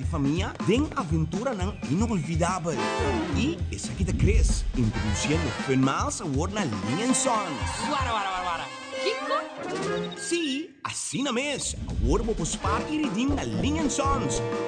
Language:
Papiamento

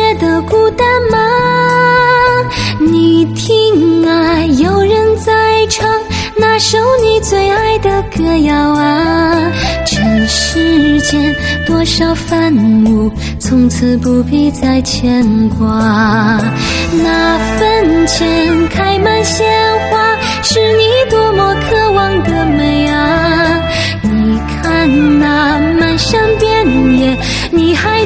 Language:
Chinese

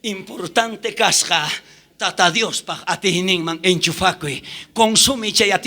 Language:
South Bolivian Quechua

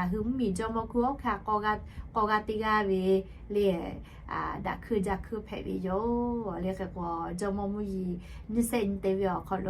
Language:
Lahu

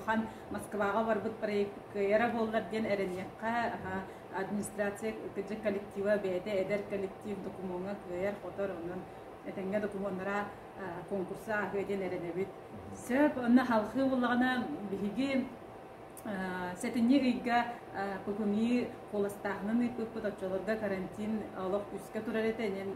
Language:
Yakut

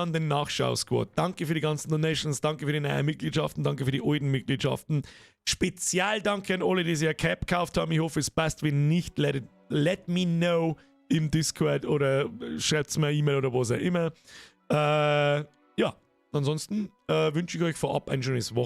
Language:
Bavarian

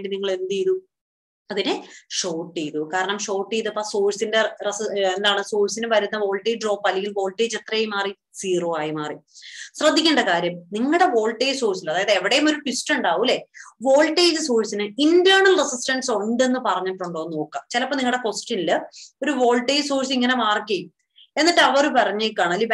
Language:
Malayalam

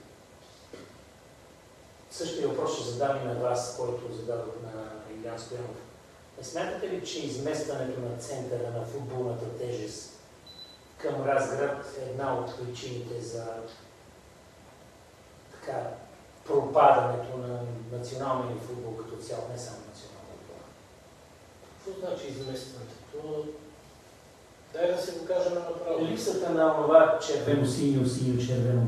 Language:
Bulgarian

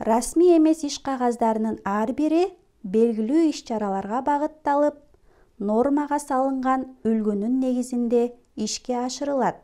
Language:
Kyrgyz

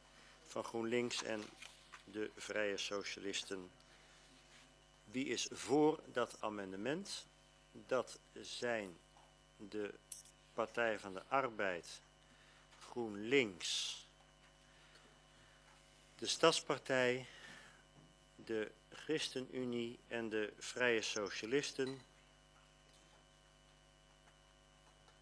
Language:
Dutch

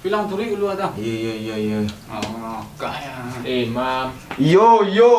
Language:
Minangkabau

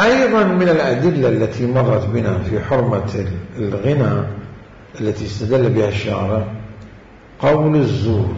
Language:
Mesopotamian Arabic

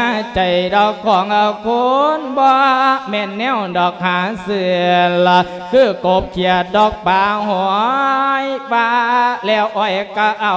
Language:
Lao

